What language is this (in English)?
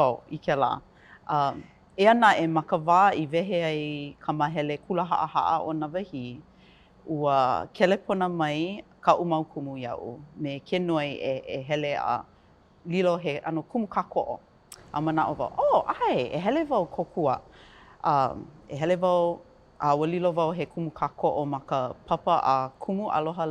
Hawaiian